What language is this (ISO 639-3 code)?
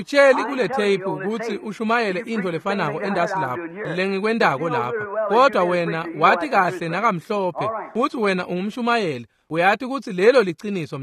ssw